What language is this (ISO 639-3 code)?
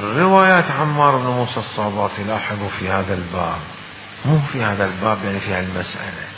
acm